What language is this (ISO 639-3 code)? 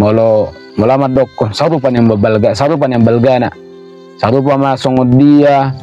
bbc